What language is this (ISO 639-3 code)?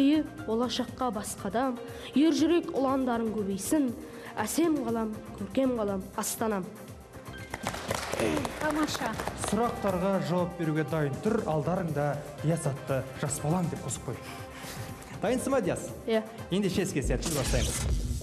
kaz